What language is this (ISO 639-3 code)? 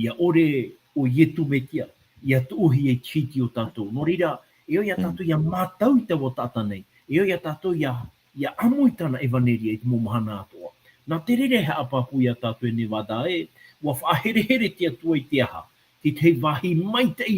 tah